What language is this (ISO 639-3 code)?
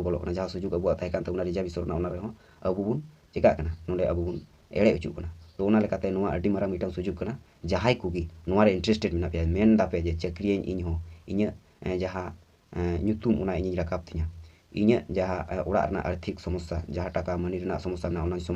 sat